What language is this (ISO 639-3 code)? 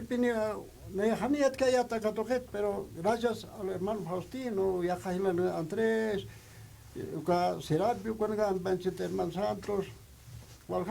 aym